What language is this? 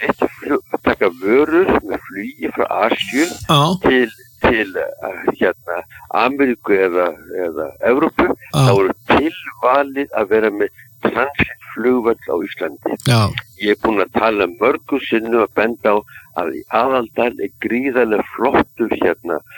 Icelandic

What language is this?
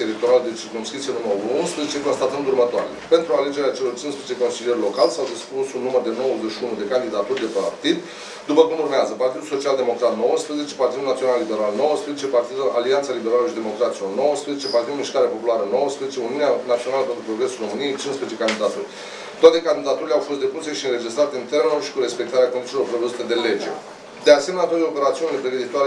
Romanian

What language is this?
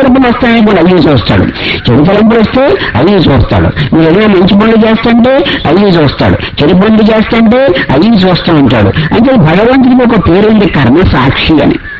Telugu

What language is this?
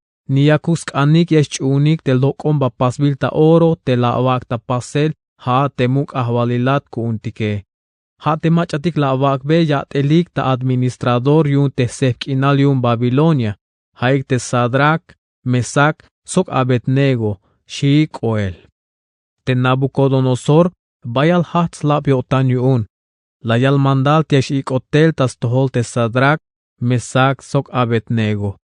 Tzeltal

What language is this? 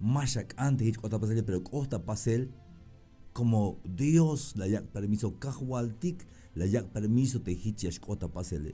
Tzeltal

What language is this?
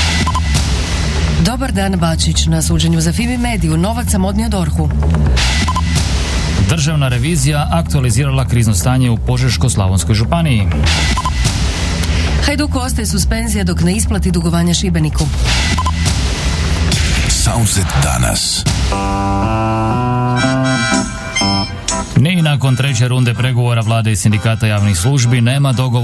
Croatian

